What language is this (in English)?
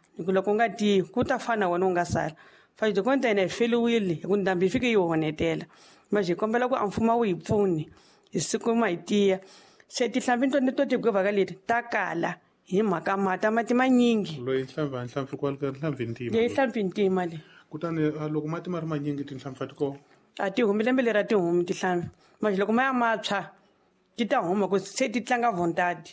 Tsonga